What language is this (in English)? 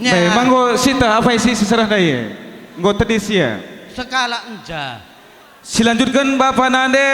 Batak Karo